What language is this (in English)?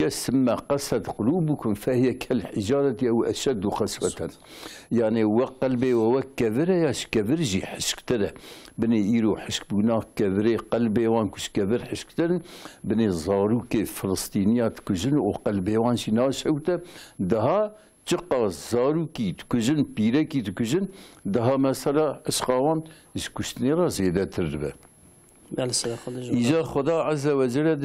Kurdish